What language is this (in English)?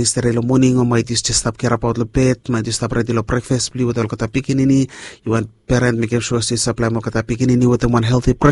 Bislama